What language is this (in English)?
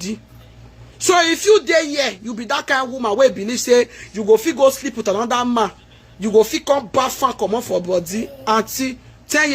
Nigerian Pidgin